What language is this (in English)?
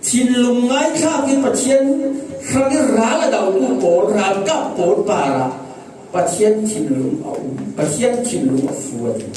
Falam Chin